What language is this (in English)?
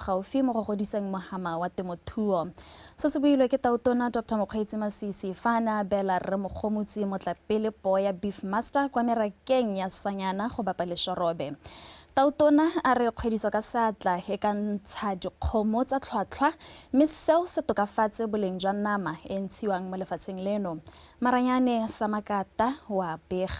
Tswana